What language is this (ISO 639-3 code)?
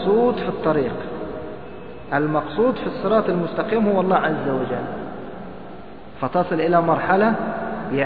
ara